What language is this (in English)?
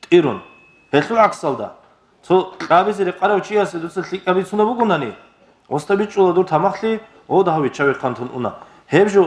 Avaric